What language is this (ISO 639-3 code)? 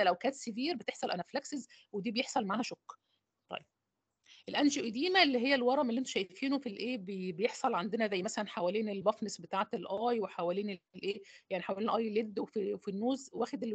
arz